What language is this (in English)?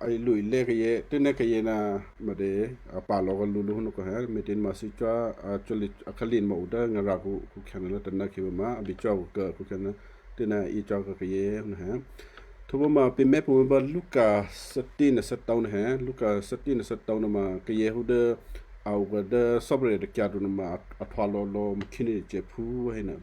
Western Kayah